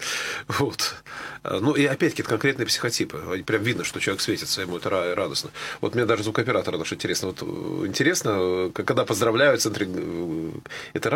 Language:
Russian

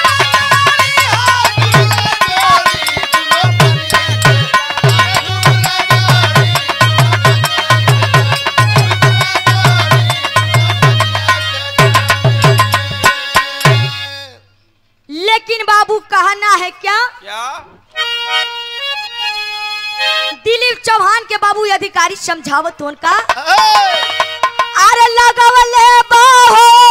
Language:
Bhojpuri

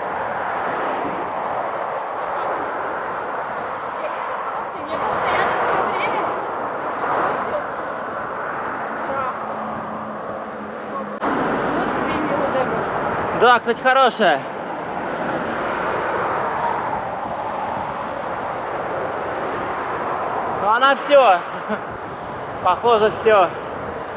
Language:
Russian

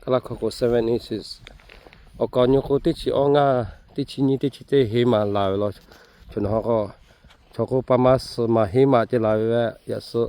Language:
Lahu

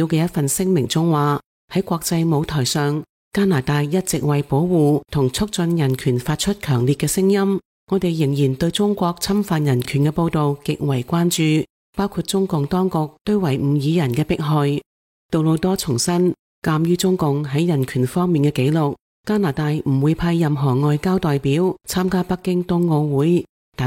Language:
Cantonese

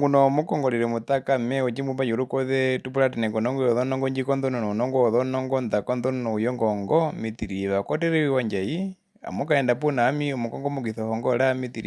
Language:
Herero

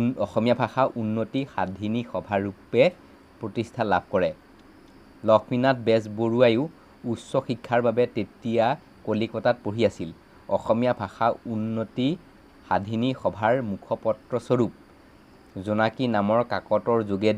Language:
Assamese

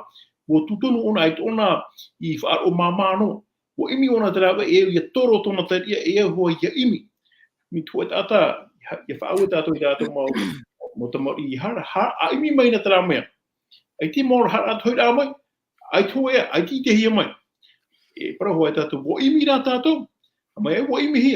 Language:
Tahitian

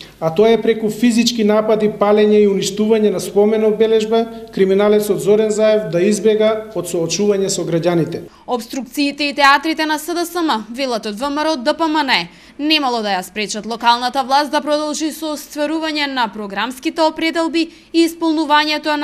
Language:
Macedonian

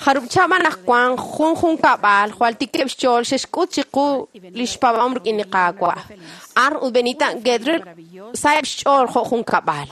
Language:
Kekchí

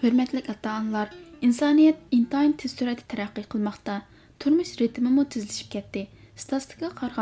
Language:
Uyghur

